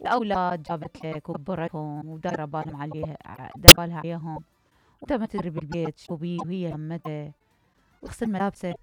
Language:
Mesopotamian Arabic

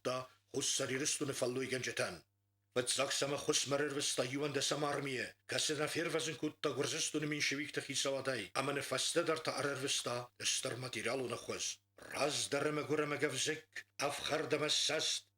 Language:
Ossetic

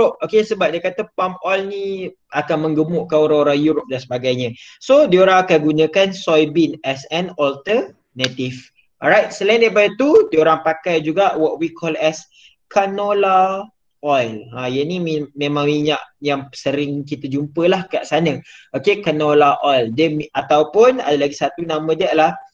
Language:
Malay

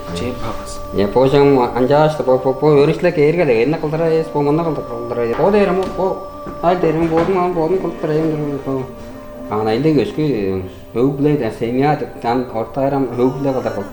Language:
Tuvinian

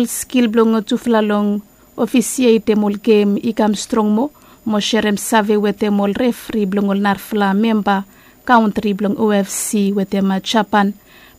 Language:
Bislama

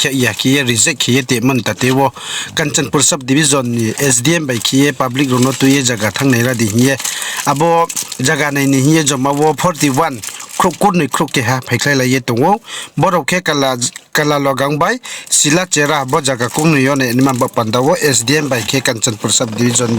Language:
Riang (India)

